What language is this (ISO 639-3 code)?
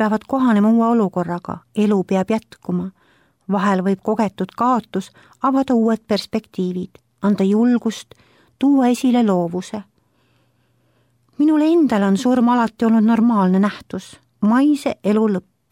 est